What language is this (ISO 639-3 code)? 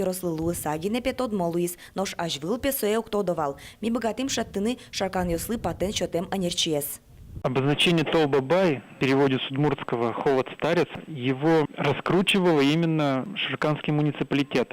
udm